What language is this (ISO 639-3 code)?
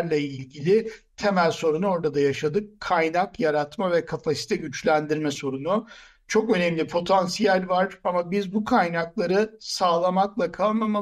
tur